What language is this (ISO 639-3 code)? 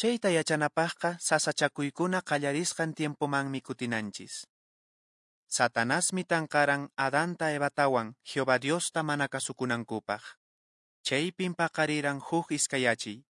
que